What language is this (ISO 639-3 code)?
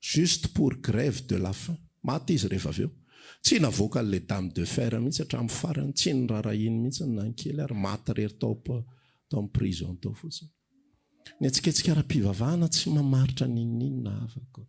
mlg